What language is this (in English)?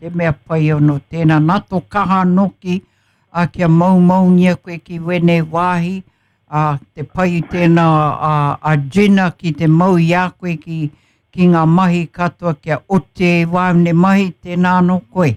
Māori